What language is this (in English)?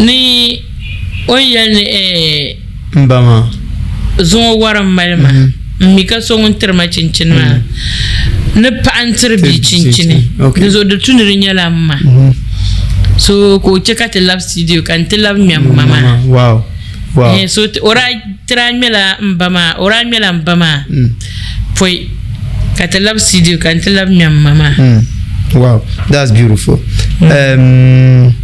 Dagbani